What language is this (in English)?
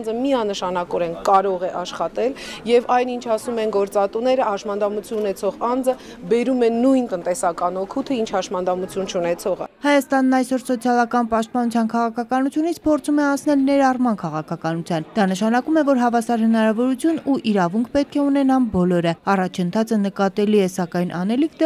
Armenian